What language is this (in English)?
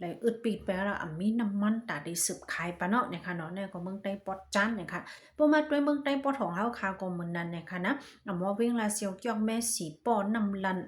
Shan